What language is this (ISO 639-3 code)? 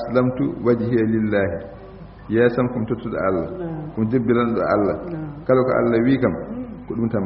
ful